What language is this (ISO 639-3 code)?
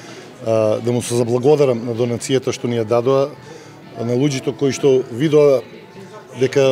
mkd